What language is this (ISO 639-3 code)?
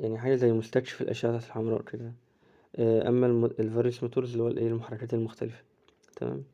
arz